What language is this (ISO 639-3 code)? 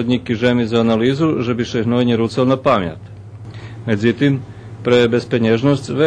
rue